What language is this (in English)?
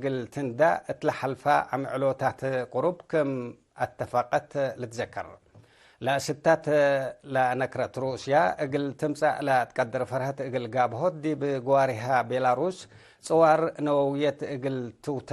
Tigre